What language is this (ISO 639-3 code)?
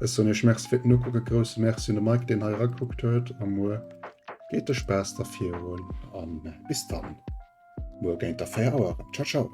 ltz